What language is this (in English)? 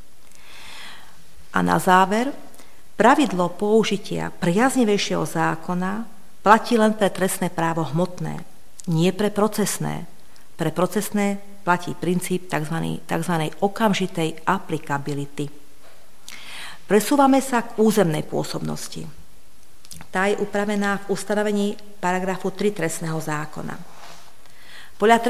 Slovak